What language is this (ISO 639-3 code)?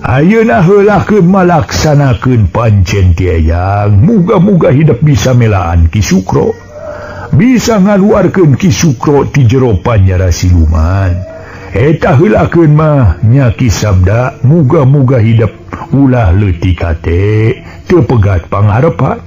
sun